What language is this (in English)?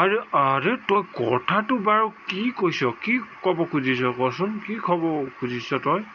Assamese